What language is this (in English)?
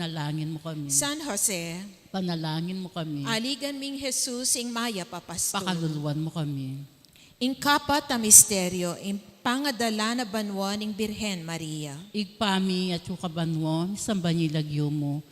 Pampanga